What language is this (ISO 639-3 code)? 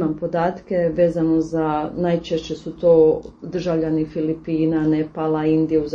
hrv